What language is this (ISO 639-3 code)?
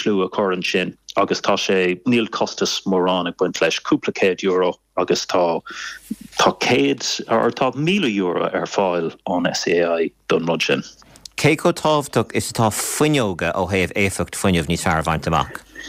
gle